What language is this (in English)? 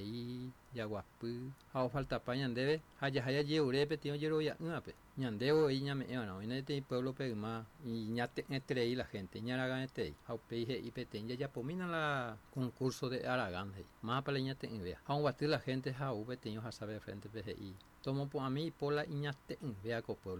Guarani